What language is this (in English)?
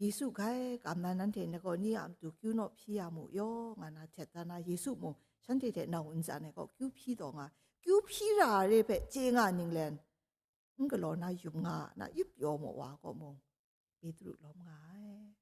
Kachin